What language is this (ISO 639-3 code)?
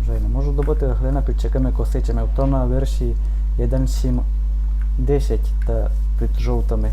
rue